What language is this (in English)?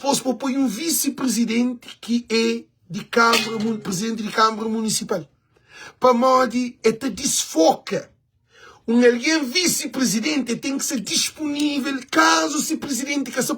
Kabuverdianu